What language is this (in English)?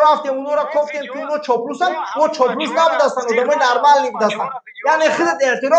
Tajik